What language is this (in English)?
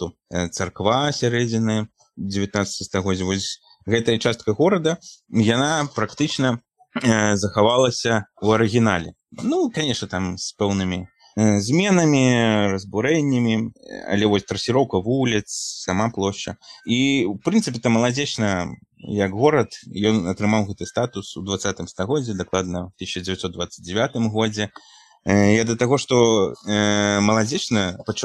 Belarusian